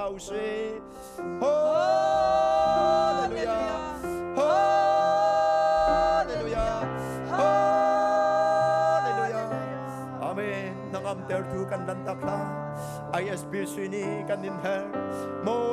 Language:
Hakha Chin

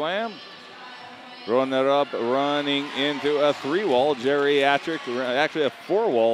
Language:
English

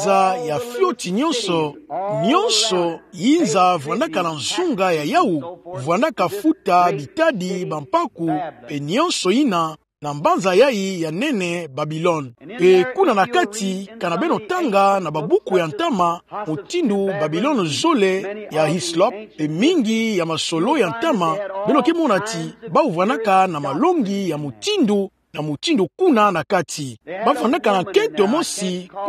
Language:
Kituba (Democratic Republic of Congo)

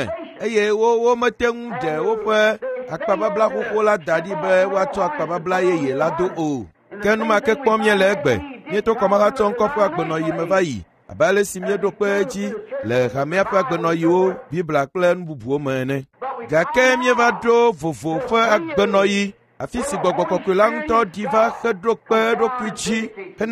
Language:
Ewe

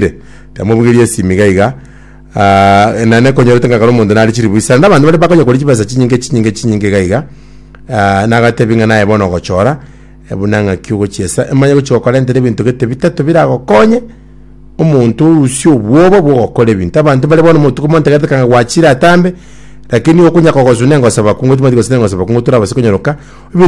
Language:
Gusii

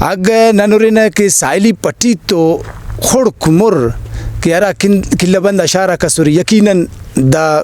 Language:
Brahui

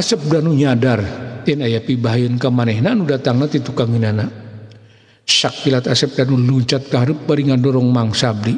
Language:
Sundanese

